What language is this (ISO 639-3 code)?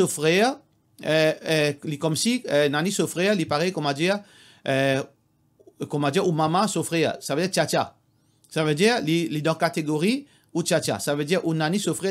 mfe